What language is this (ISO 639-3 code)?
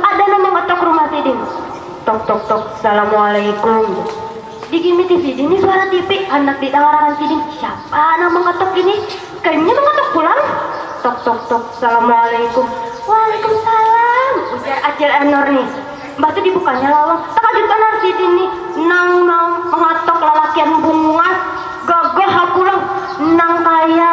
bjn